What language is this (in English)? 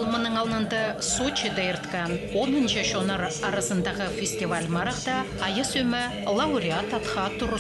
Khakas